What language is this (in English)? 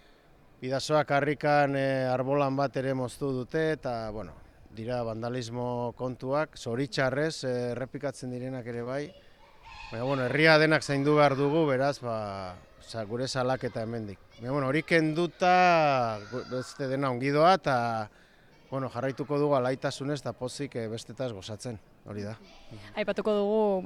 Basque